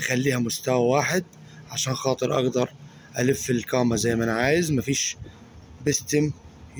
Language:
Egyptian Arabic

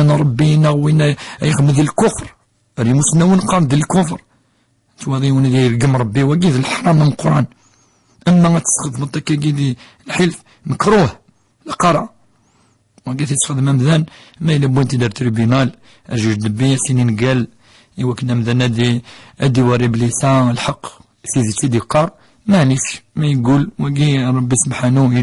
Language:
Kabyle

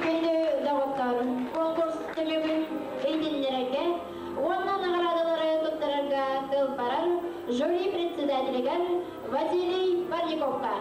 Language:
Yakut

